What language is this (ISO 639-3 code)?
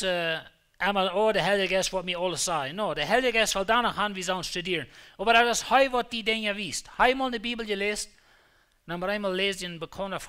pdt